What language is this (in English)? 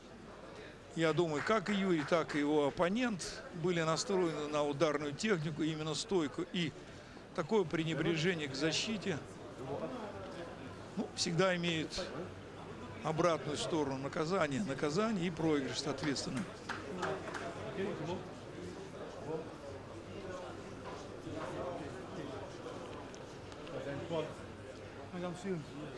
Russian